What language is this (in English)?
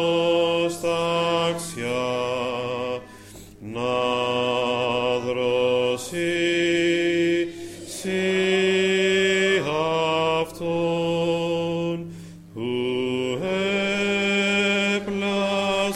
Greek